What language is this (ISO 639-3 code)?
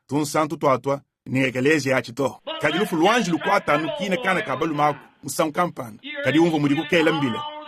lua